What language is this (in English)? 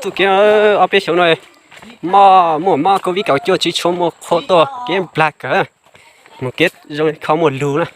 Hmong